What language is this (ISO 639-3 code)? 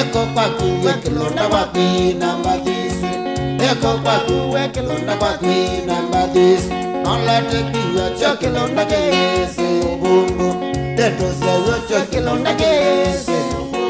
kam